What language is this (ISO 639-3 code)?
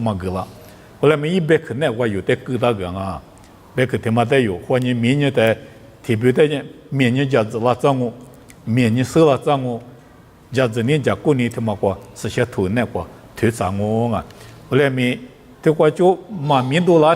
lis